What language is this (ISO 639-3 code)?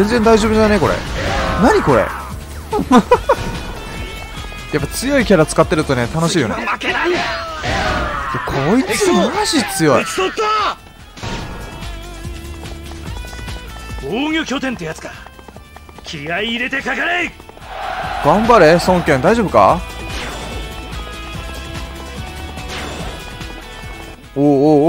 jpn